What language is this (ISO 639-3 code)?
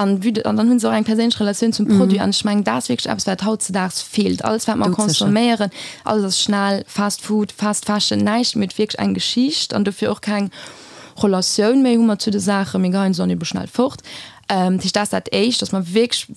ltz